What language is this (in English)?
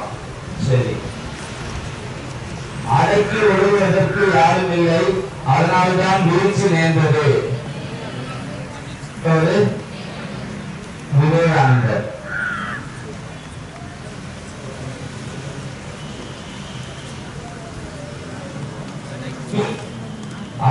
Tamil